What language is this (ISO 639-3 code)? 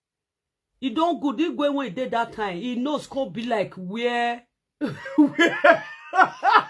pcm